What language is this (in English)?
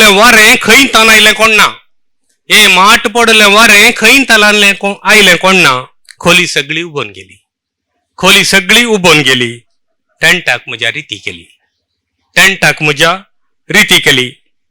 Konkani